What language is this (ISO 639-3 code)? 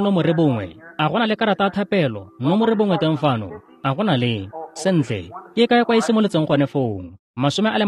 tsn